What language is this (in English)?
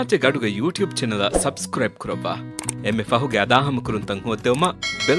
Divehi